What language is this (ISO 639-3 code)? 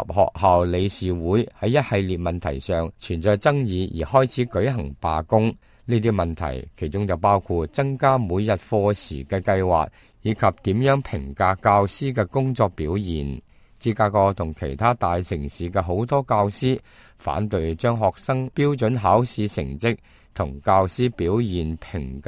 yue